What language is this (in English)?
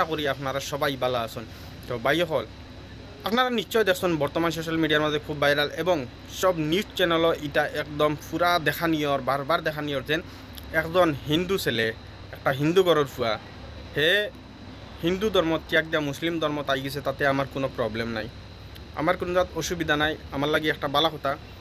Sylheti